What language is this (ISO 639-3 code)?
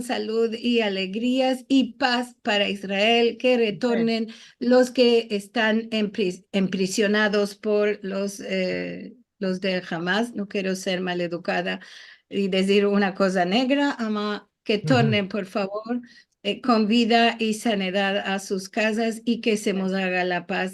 lad